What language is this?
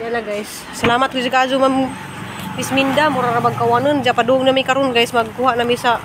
Cebuano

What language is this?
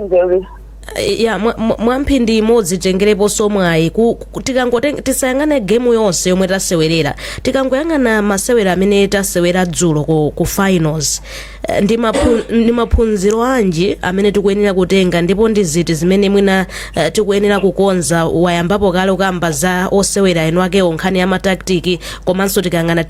Nyanja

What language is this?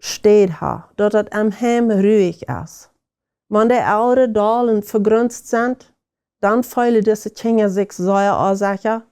Plautdietsch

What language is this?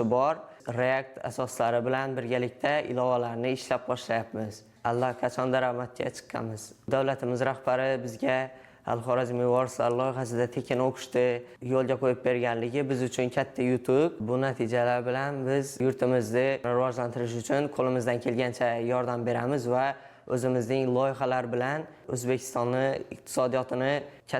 Uzbek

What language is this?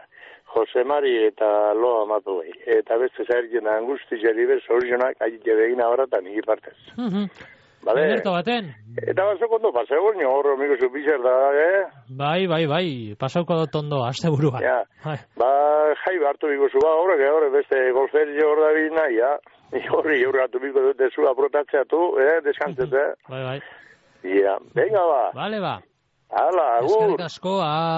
Basque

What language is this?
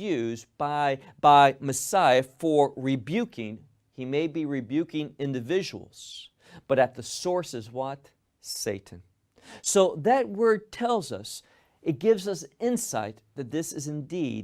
English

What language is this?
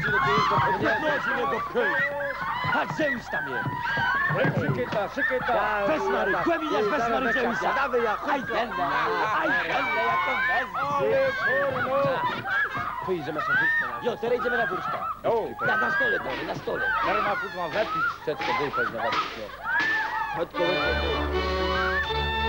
Polish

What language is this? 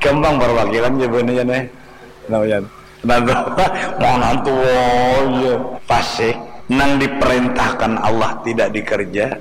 Banjar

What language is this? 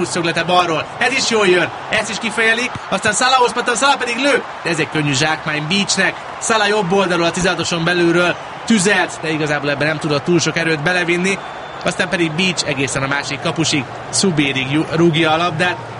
Hungarian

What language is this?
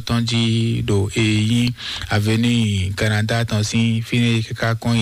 Fon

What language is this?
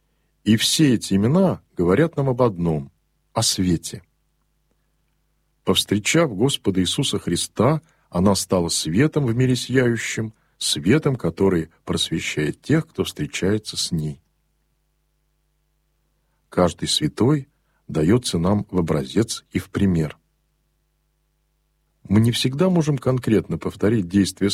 Russian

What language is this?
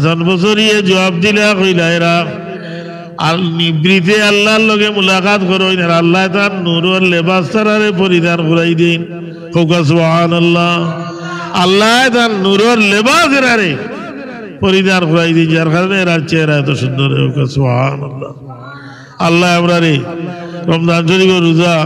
Sylheti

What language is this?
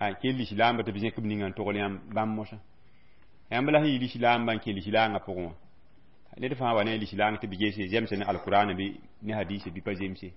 Mossi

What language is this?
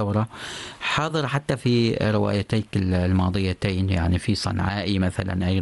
Arabic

